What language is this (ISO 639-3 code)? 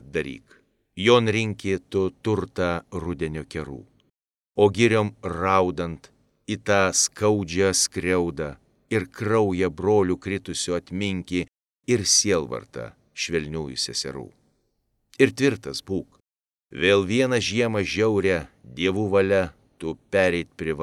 lit